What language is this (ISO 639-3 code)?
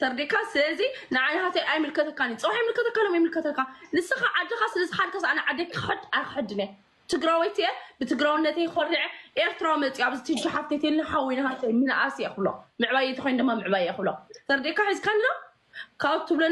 tir